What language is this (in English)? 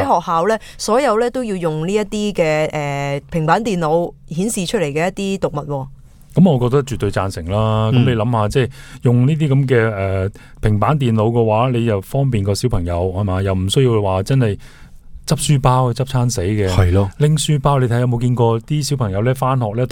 Cantonese